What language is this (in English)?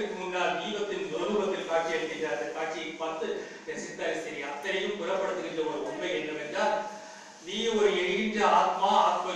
Tamil